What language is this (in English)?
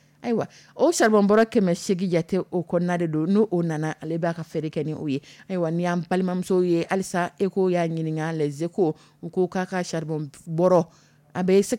Dyula